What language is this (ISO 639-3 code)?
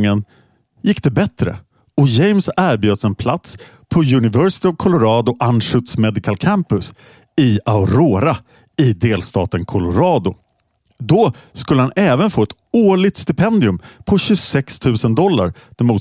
swe